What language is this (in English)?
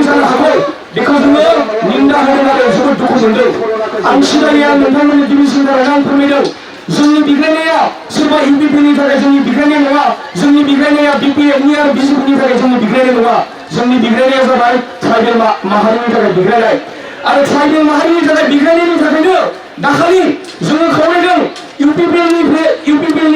Bodo